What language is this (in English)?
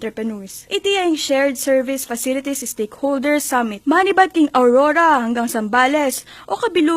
Pampanga